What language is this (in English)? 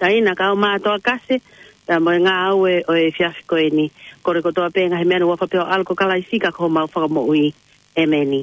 Tongan